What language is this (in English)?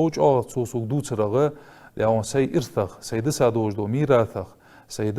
Ingush